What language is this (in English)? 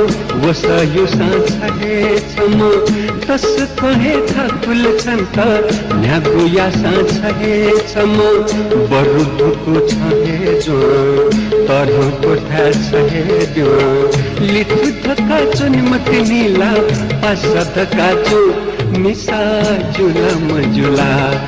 Newari